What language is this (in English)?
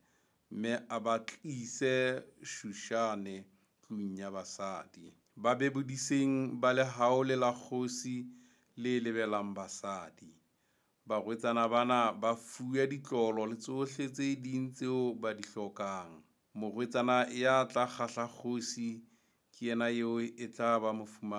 Southern Sotho